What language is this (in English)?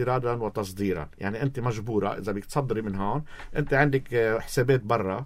North Levantine Arabic